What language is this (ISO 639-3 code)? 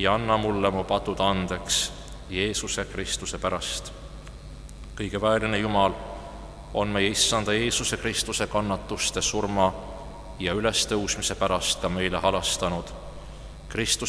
est